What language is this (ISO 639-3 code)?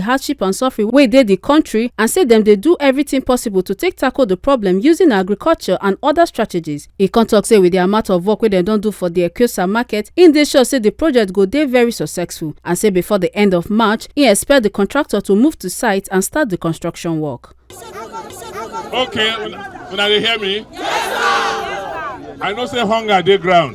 pcm